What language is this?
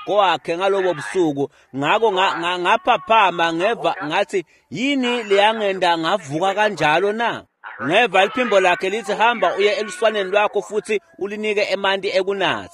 Swati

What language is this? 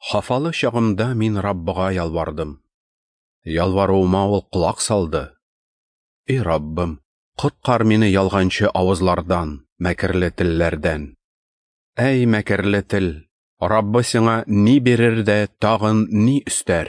Tatar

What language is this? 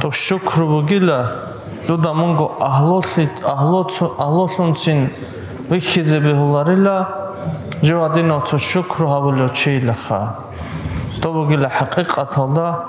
Avaric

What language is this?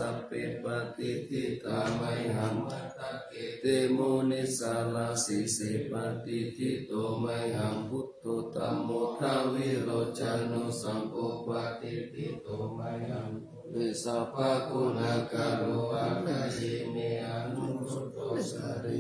Pali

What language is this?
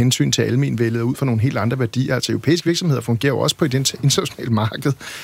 Danish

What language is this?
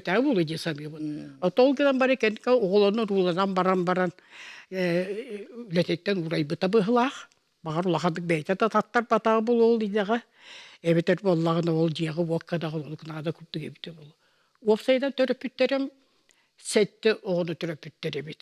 Yakut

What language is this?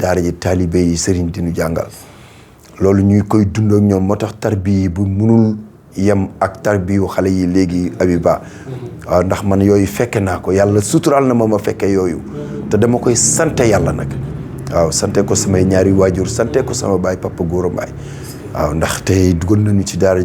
Wolof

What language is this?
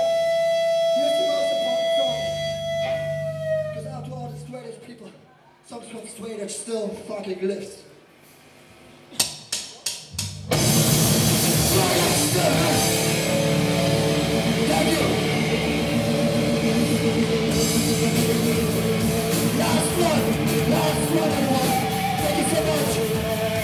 English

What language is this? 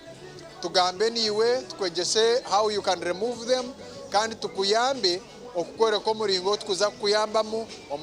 Nyankole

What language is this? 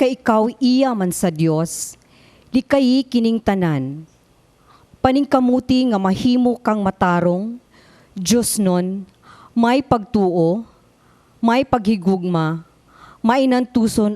Cebuano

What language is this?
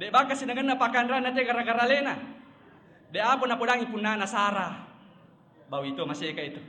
Buginese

